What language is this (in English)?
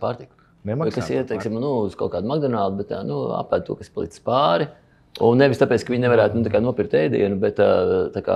Latvian